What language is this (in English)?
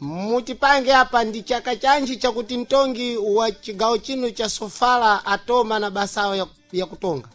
Sena